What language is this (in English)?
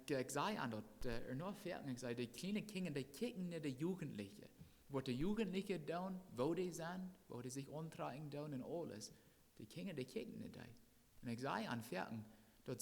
Plautdietsch